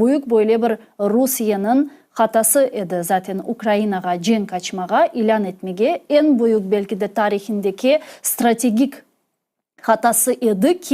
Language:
Crimean Tatar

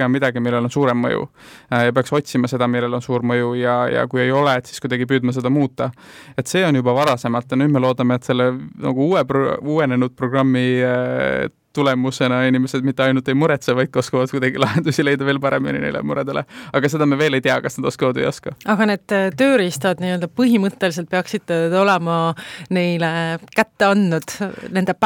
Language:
Estonian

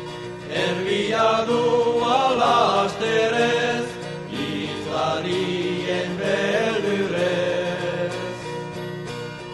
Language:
Basque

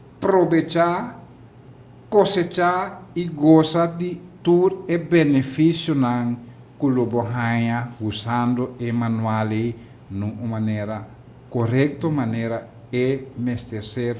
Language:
Papiamento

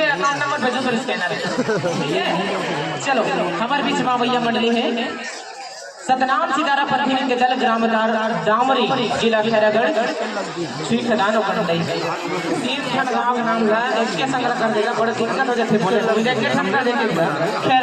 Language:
Chhattisgarhi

